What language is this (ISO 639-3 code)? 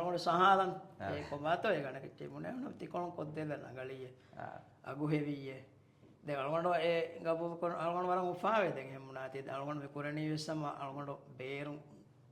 div